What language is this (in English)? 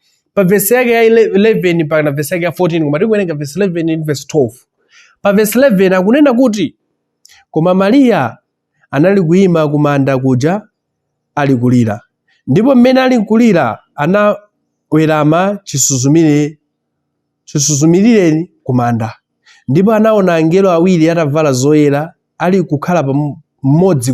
Nyanja